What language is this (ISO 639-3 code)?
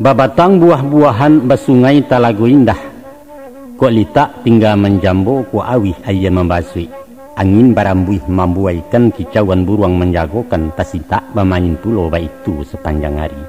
min